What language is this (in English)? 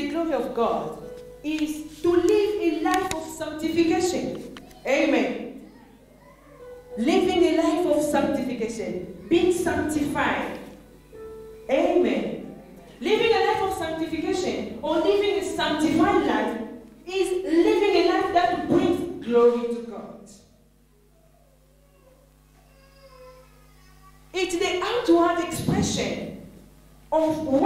English